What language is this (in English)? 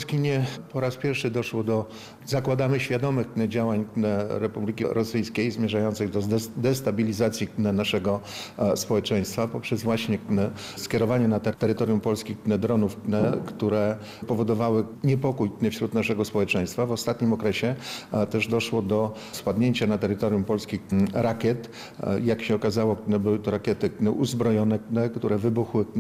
Polish